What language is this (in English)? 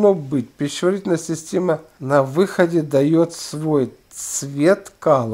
Russian